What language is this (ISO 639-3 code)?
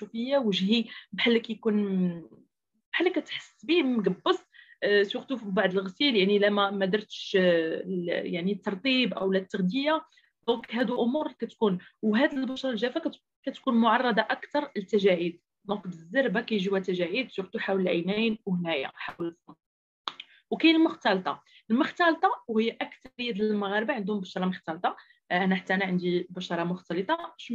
ary